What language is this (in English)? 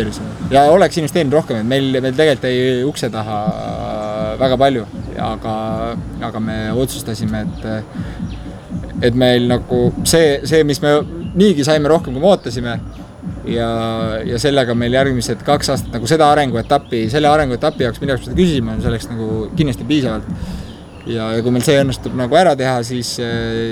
Estonian